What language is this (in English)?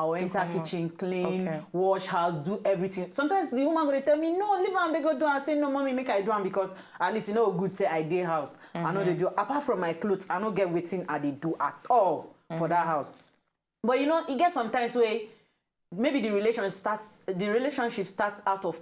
Nigerian Pidgin